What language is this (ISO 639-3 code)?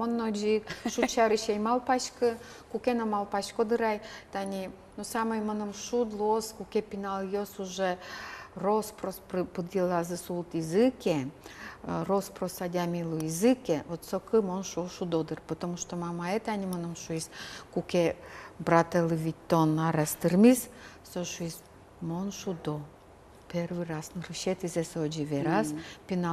udm